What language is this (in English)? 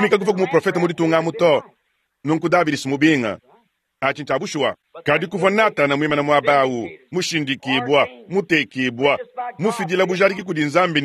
Luba-Lulua